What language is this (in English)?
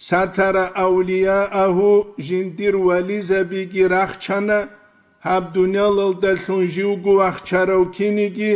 Avaric